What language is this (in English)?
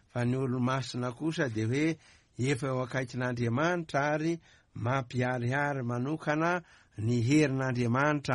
Malagasy